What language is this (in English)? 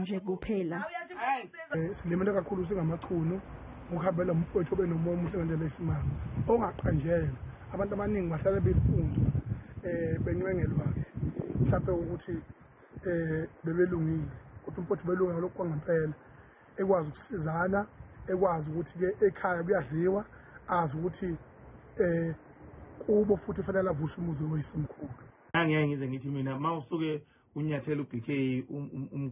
Zulu